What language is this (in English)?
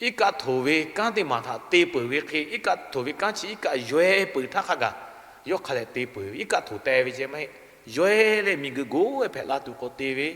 Lahu